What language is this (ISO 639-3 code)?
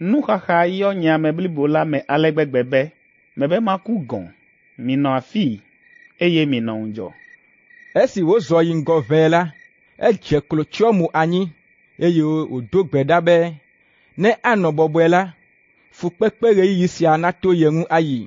ewe